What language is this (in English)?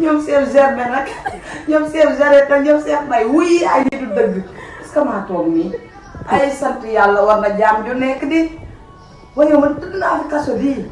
Wolof